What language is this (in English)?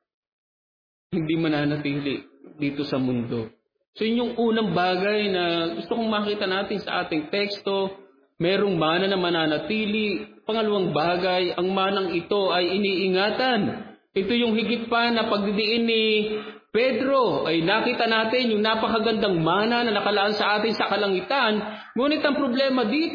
Filipino